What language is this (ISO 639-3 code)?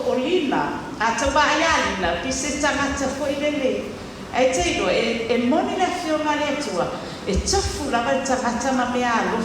smo